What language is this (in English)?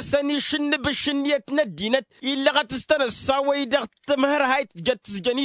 Tamasheq